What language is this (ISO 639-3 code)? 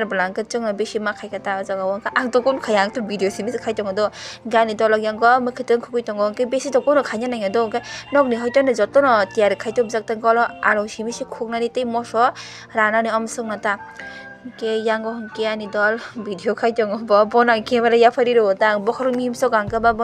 trp